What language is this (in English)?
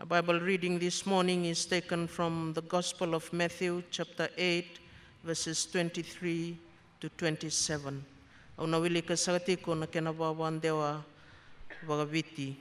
Fijian